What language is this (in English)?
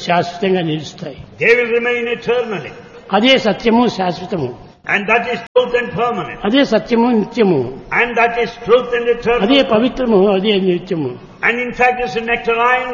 Telugu